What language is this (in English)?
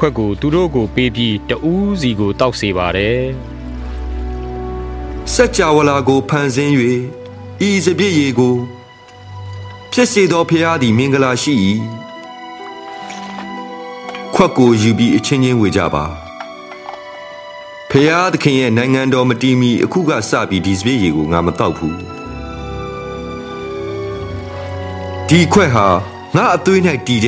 Burmese